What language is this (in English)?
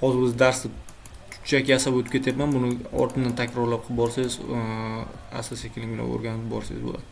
Uzbek